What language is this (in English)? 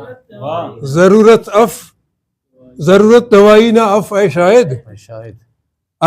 Brahui